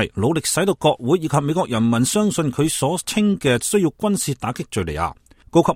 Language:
Cantonese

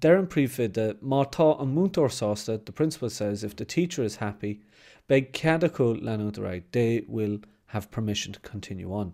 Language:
Irish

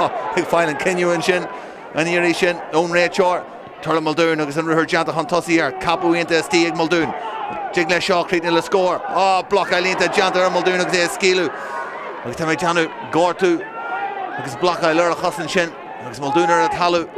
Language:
Irish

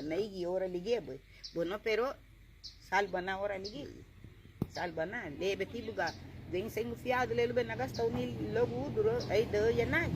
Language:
Garifuna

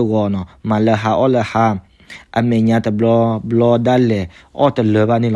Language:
S'gaw Karen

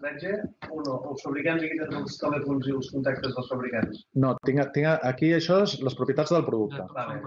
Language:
Catalan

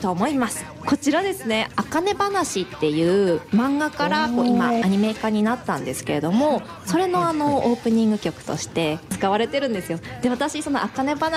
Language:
Japanese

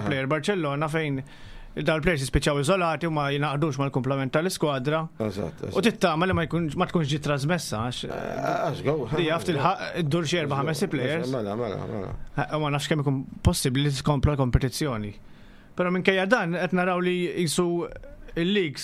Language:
Maltese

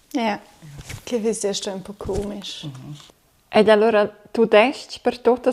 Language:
Romansh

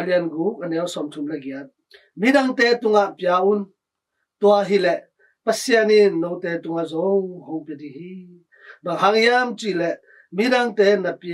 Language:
Tedim Chin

